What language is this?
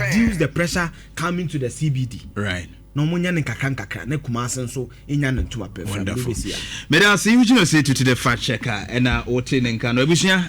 Akan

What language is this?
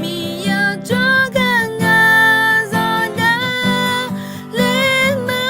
Akha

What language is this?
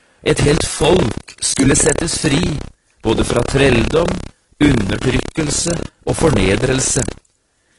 Norwegian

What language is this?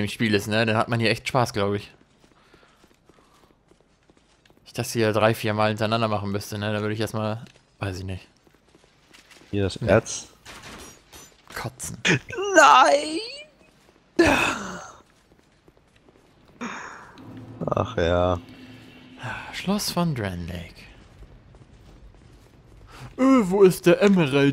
German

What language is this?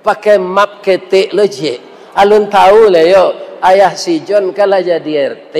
Minangkabau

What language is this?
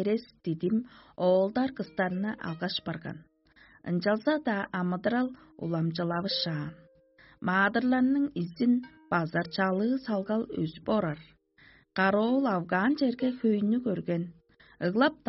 Tuvinian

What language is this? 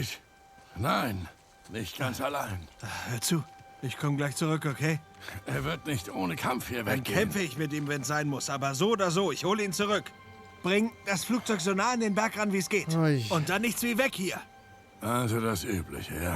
Swiss German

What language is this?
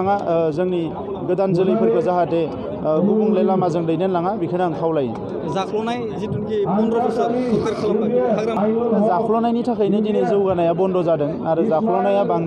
Bodo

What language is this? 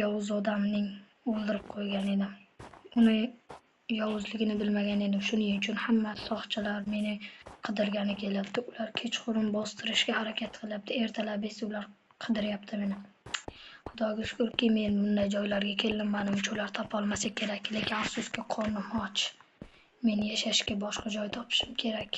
Uzbek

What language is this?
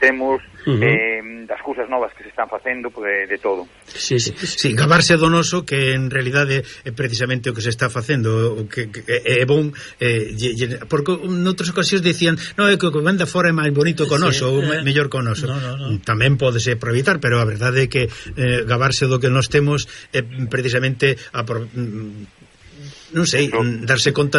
Galician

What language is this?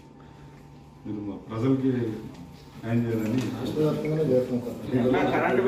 Telugu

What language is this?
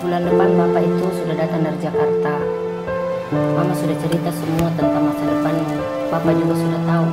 Makassar Malay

